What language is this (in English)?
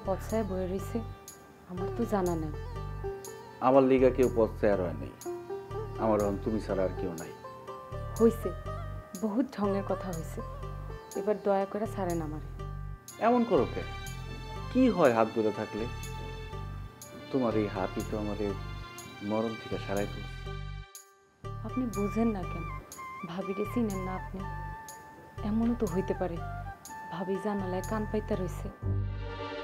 Bangla